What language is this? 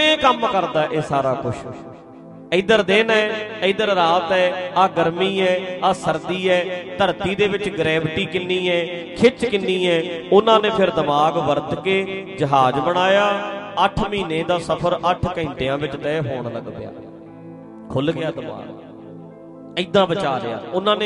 Punjabi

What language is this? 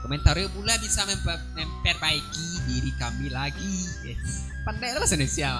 Minangkabau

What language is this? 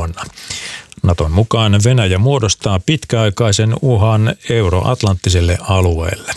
Finnish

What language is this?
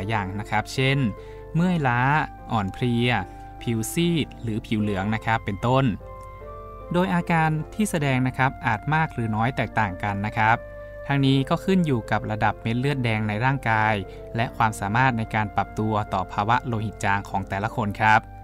Thai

